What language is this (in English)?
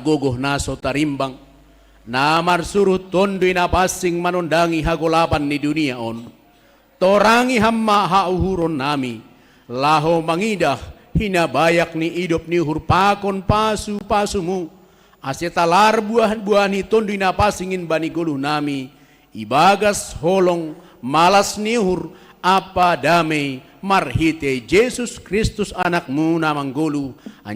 Batak Simalungun